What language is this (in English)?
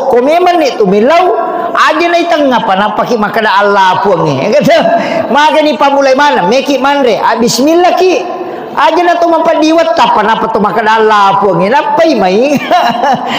Buginese